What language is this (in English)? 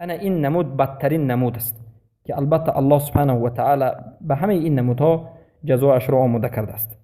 Persian